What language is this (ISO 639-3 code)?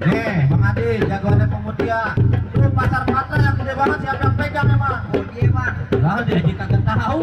bew